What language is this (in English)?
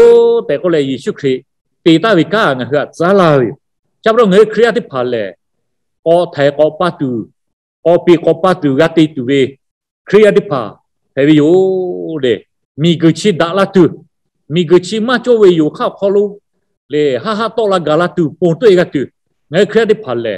Lahu